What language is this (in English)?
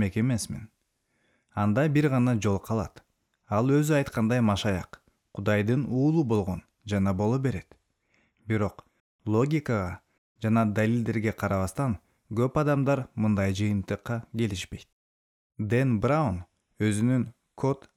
Kyrgyz